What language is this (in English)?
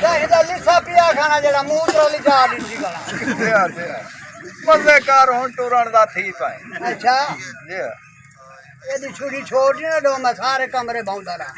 Saraiki